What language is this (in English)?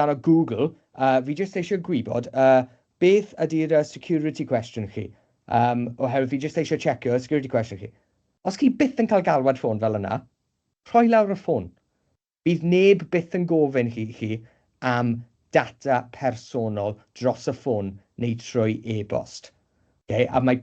Welsh